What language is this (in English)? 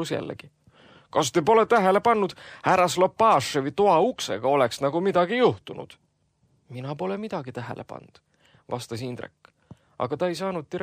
Estonian